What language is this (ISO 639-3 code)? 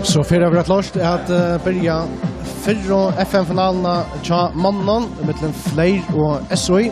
fao